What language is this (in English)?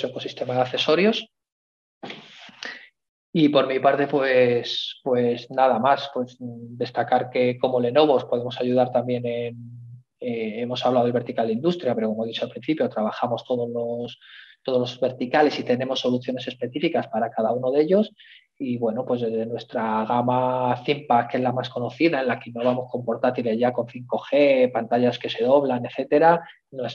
Spanish